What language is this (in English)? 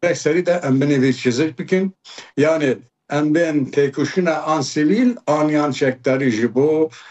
Kurdish